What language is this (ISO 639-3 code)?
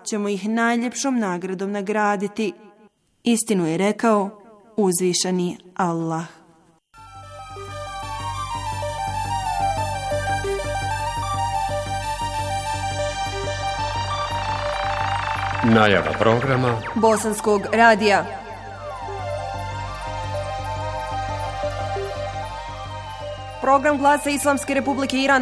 bos